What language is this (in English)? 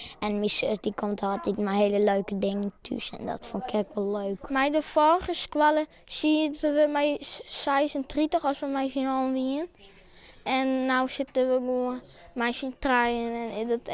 Western Frisian